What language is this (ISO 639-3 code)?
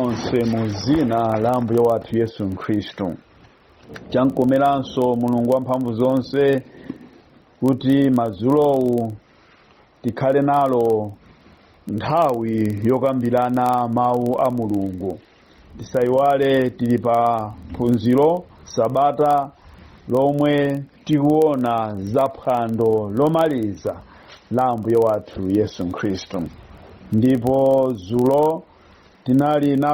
nya